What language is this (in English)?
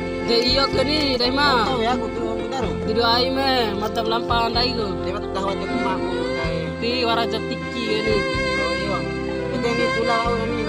Bima